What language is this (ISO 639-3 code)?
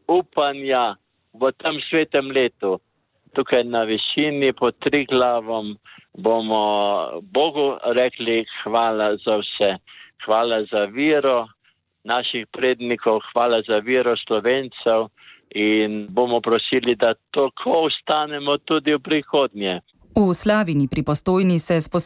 slv